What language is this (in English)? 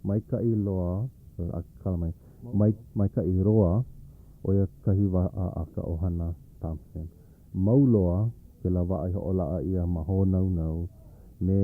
Hawaiian